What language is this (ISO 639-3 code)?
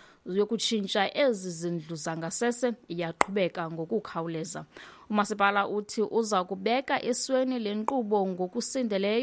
xho